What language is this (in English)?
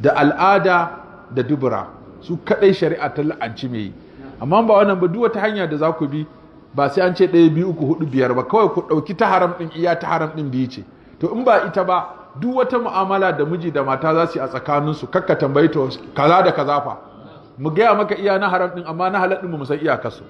Hausa